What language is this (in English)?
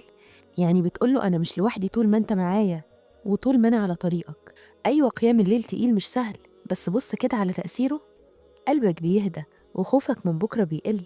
Egyptian Arabic